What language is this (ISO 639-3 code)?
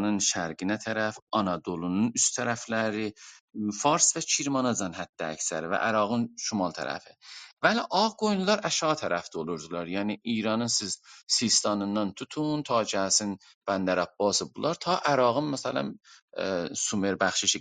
azb